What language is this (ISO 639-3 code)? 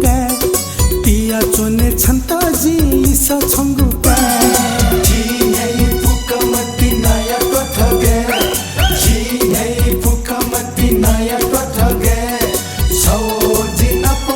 new